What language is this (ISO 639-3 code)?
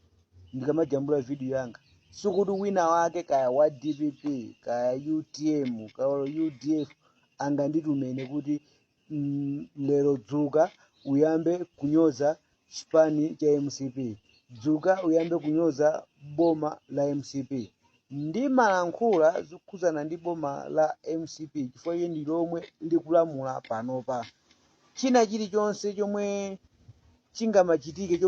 nya